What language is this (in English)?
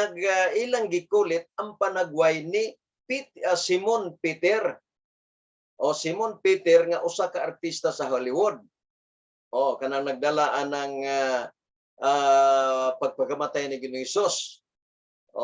Cebuano